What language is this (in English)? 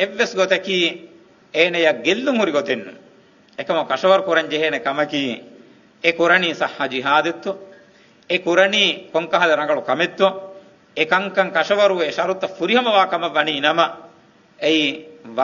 Divehi